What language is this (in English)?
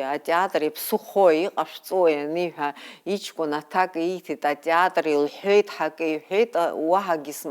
Abkhazian